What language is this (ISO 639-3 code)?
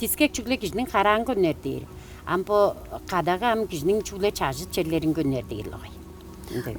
tyv